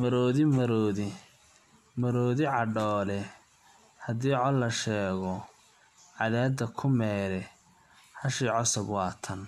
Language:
Somali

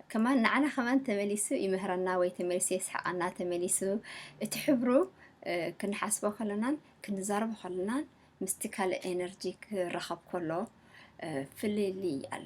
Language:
Tigrinya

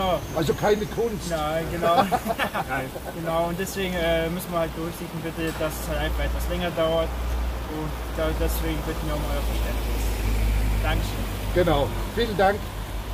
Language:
German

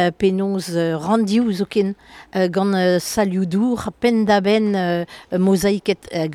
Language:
Breton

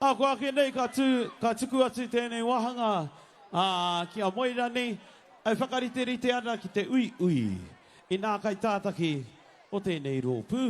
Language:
Māori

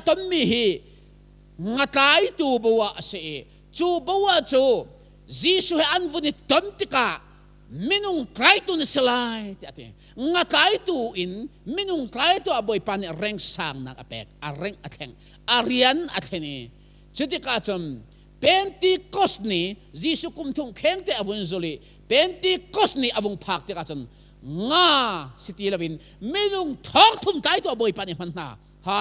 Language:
Hakha Chin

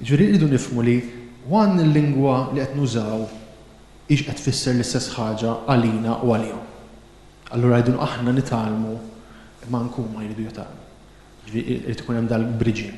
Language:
Maltese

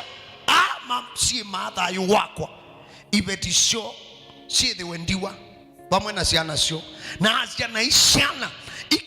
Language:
Kamba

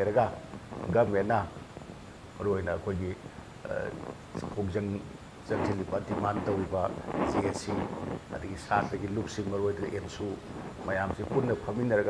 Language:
Manipuri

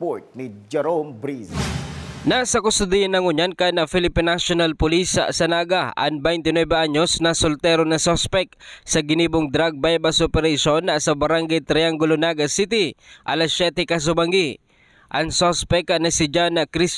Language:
Bikol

